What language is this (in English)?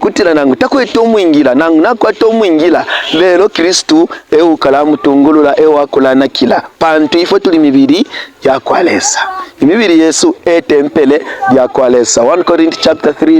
Bemba